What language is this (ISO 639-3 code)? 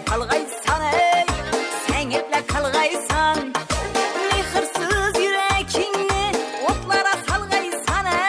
kaa